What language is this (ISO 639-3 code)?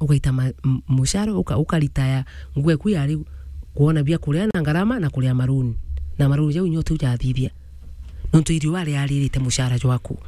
mer